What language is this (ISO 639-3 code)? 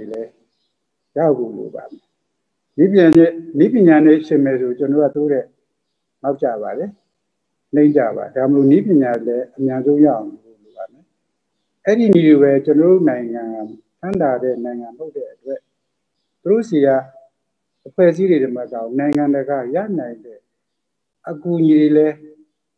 mya